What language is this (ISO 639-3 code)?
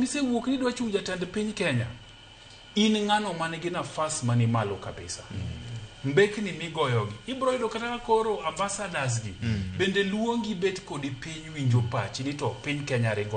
luo